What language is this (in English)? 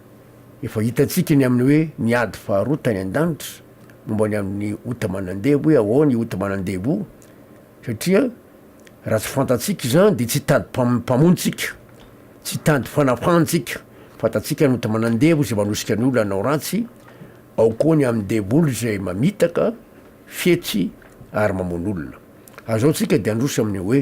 Malagasy